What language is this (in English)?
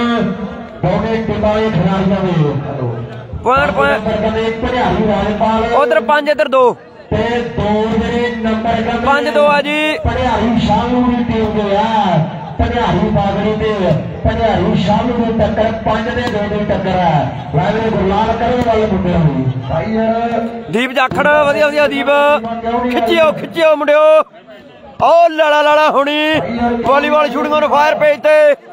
Punjabi